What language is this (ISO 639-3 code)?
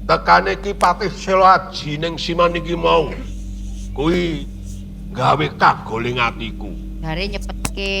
jav